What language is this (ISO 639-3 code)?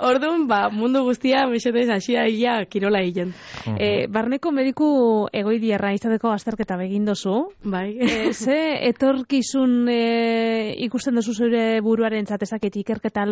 eus